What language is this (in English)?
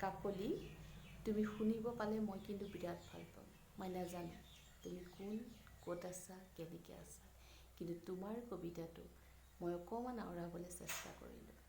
Assamese